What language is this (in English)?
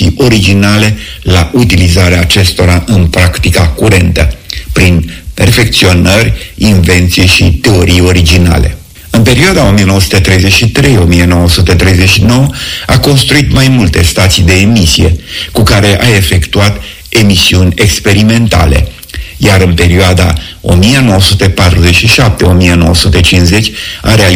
Romanian